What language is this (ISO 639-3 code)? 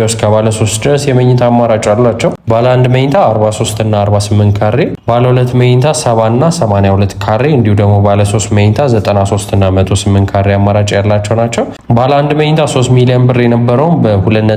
amh